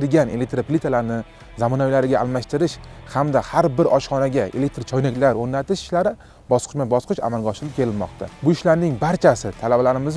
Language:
Uzbek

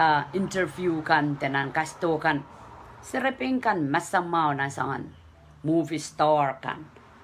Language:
Pohnpeian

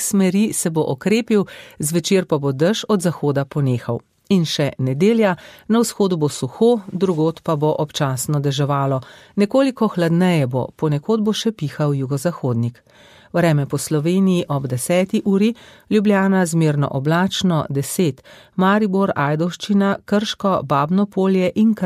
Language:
Slovenian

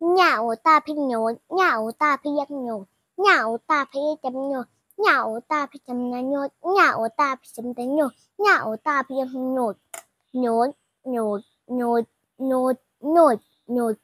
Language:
Shan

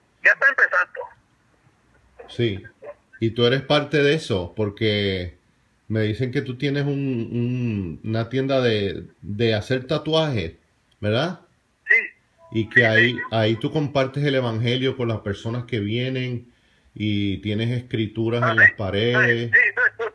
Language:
Spanish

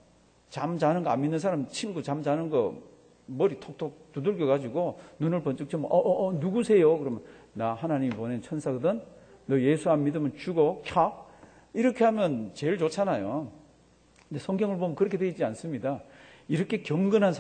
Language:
Korean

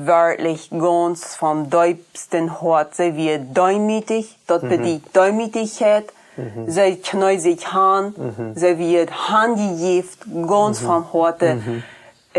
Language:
Plautdietsch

